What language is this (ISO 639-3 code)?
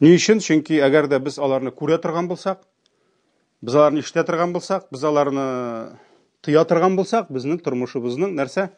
tat